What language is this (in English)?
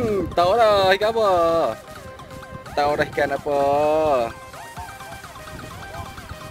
Malay